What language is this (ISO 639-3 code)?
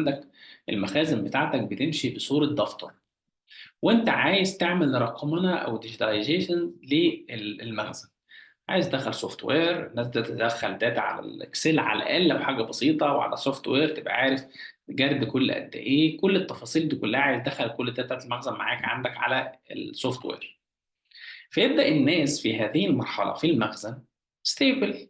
arz